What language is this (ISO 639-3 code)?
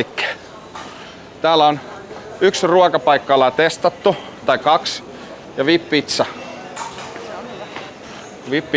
fin